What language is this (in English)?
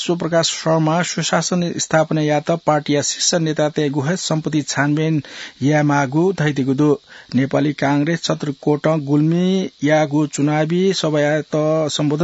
Newari